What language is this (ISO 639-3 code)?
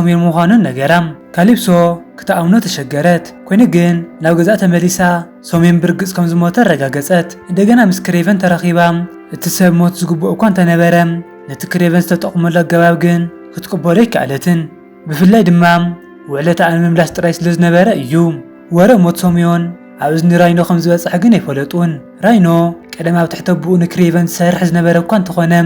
tir